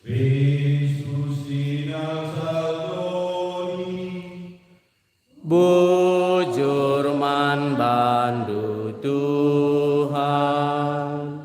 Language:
Batak Karo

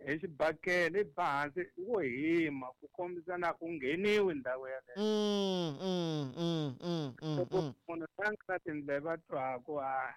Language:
Tsonga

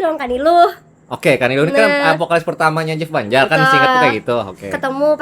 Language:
Banjar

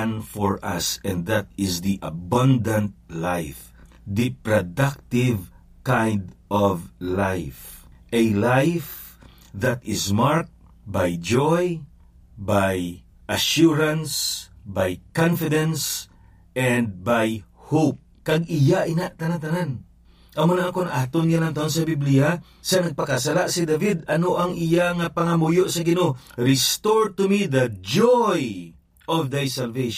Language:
Hiligaynon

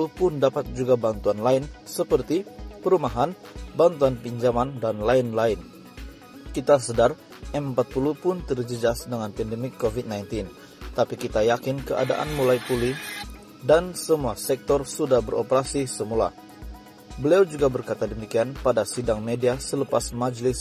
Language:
Malay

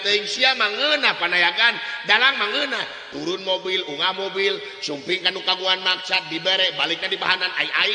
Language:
Sundanese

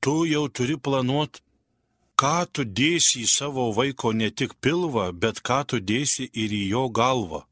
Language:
Lithuanian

